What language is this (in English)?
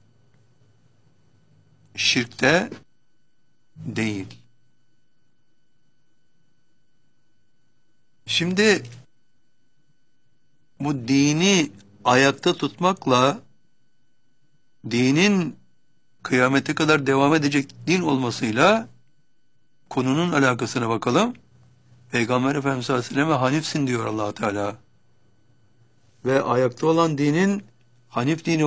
Turkish